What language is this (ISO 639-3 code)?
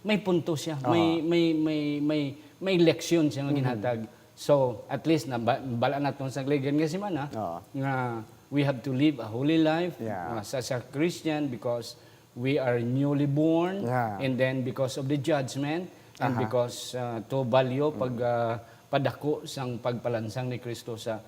hil